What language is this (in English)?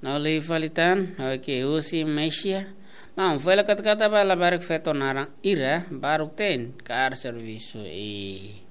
Tetum